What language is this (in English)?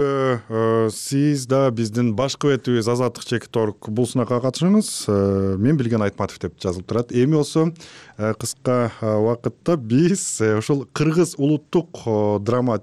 Kyrgyz